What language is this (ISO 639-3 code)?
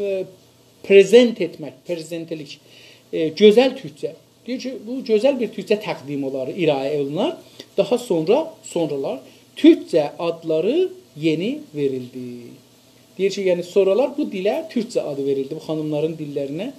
azb